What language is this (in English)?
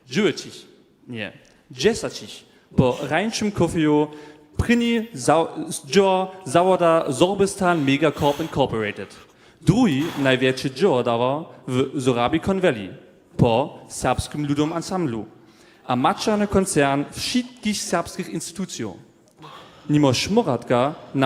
Upper Sorbian